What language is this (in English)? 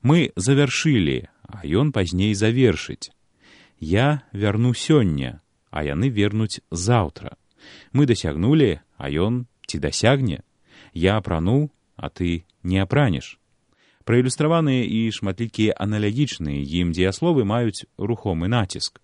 Belarusian